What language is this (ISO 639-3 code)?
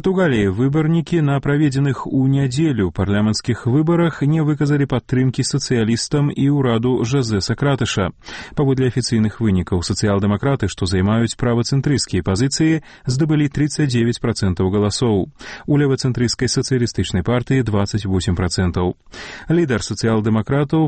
bel